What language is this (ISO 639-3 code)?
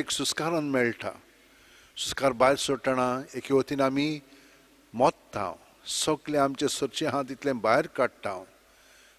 kok